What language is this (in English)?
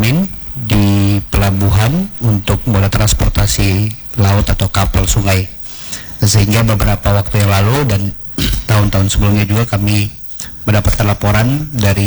Indonesian